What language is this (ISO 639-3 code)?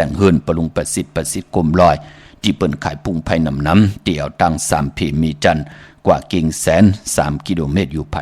shn